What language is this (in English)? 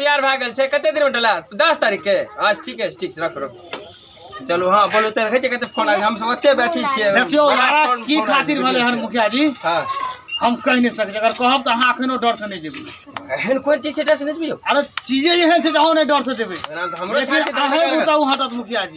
Maithili